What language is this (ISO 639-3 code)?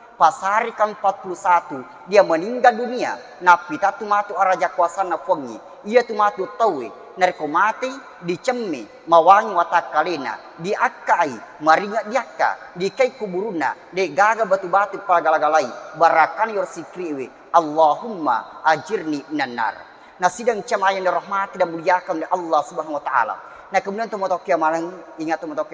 bug